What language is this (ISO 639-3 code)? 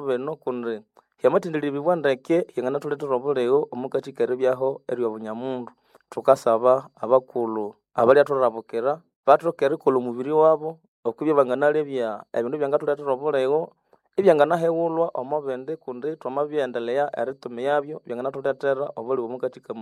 nnb